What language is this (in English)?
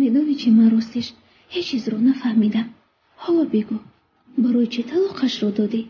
Tajik